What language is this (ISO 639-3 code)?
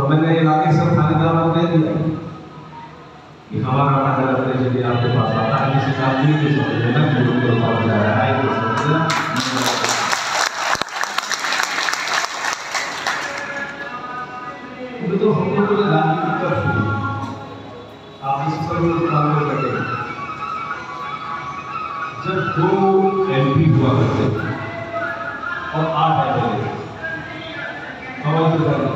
hin